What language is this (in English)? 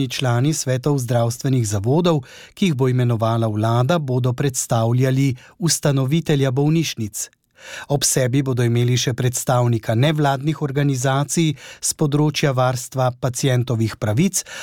Slovenian